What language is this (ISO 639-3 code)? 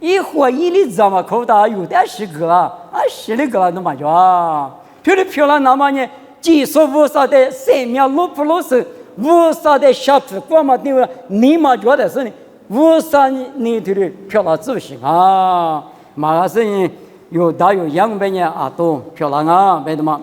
lis